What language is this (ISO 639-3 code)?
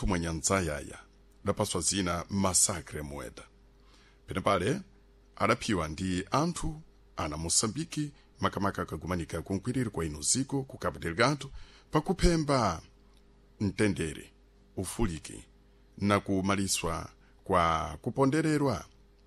seh